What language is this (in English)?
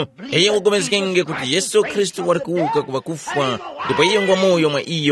Tumbuka